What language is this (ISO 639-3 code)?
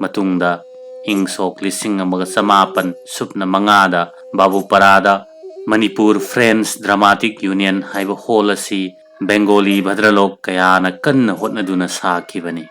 mni